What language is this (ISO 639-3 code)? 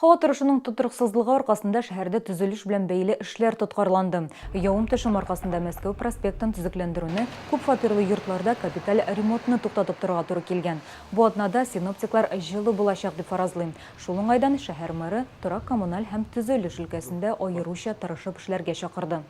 tat